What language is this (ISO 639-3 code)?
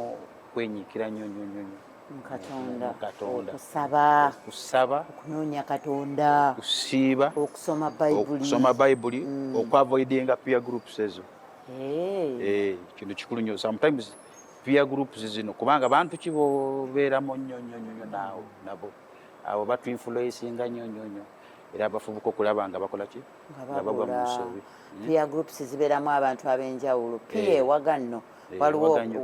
lug